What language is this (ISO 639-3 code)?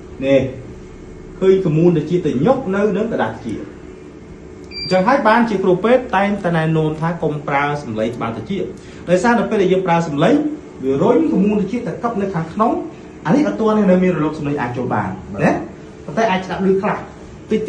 khm